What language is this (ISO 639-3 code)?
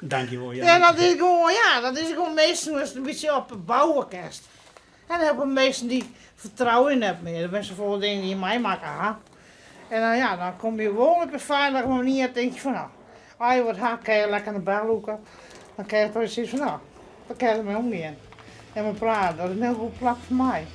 fry